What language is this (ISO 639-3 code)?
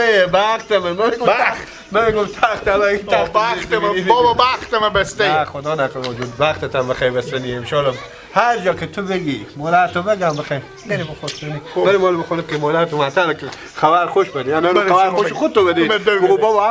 fas